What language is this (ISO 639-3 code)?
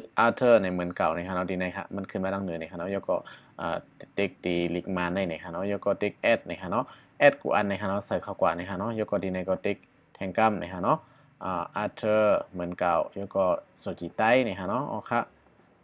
shn